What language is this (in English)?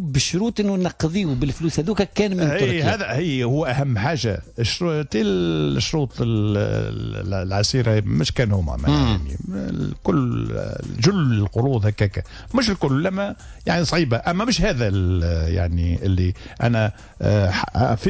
Tunisian Arabic